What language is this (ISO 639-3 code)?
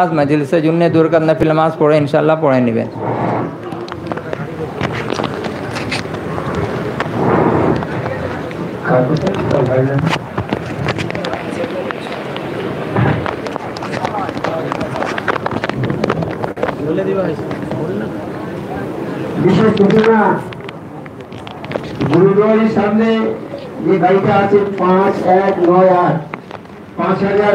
ben